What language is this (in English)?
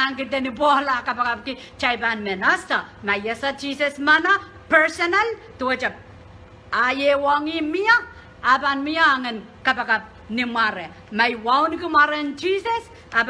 Pohnpeian